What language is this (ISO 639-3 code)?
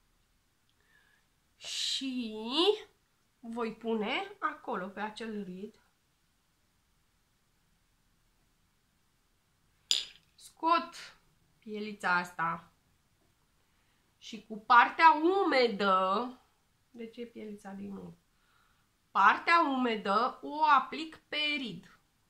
ron